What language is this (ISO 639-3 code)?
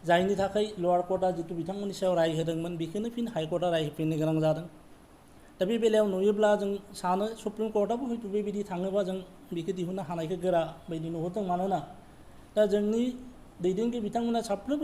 brx